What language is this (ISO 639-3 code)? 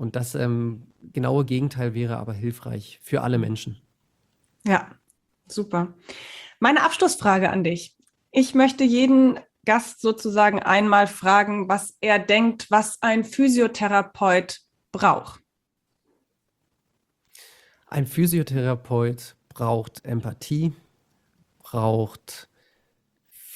deu